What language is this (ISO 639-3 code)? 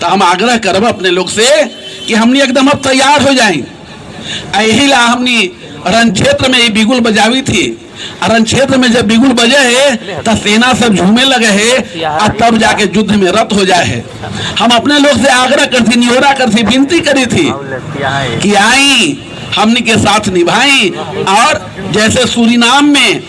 mag